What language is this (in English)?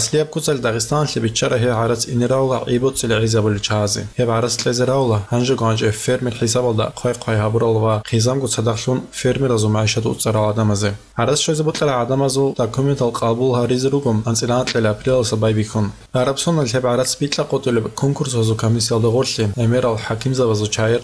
Avaric